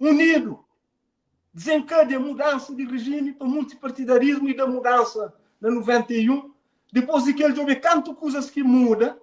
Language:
Kabuverdianu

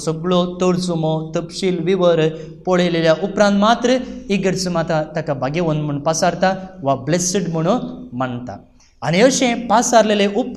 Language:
Konkani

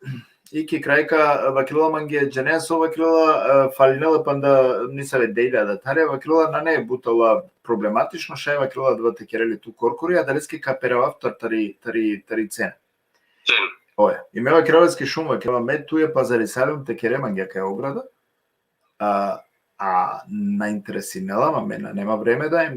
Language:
Balkan Romani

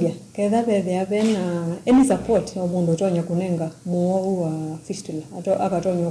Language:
Kamba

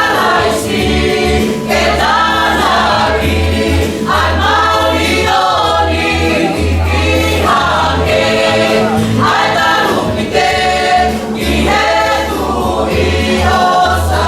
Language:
Tongan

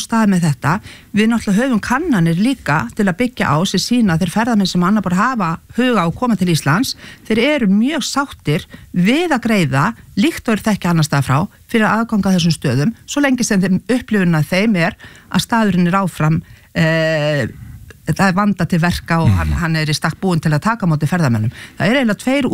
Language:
Icelandic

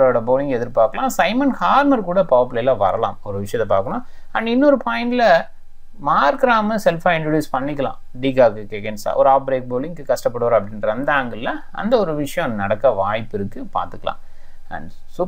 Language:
Tamil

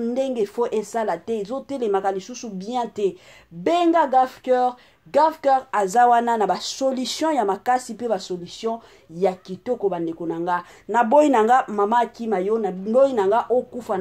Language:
Lingala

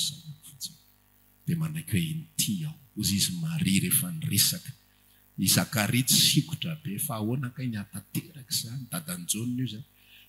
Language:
Malagasy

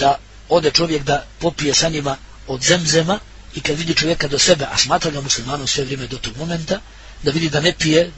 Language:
Bosnian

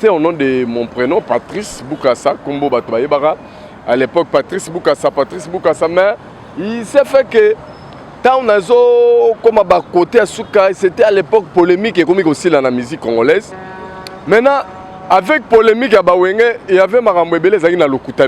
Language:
Lingala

